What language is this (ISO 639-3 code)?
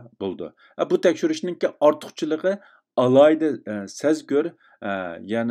uig